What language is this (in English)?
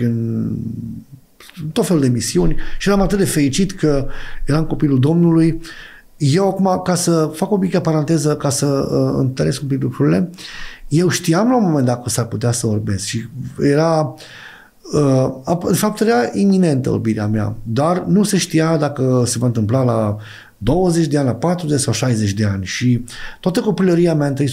Romanian